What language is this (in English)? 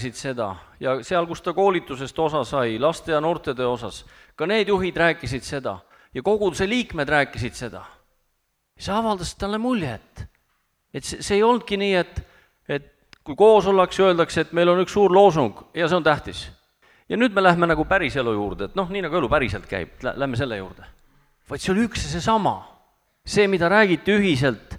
Estonian